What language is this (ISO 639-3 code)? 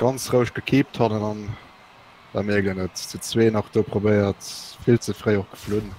ltz